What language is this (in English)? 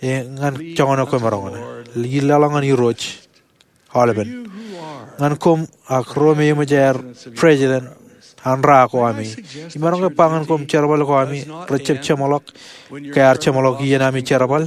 Marshallese